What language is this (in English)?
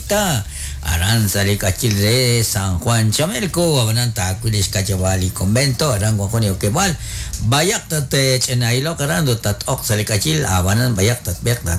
Kekchí